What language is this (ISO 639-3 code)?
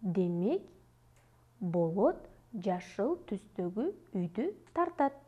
kir